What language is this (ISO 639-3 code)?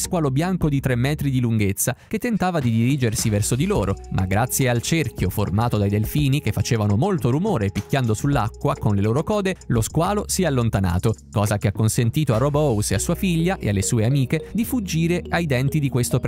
ita